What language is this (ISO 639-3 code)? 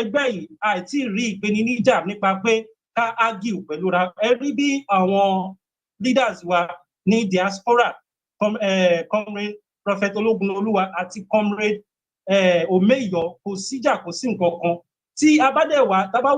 yor